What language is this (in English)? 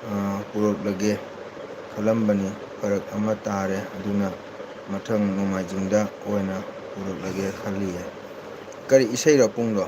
Manipuri